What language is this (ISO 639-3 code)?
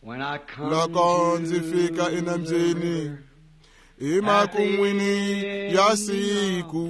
tso